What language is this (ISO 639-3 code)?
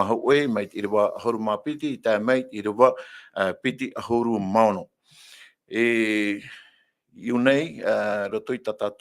tah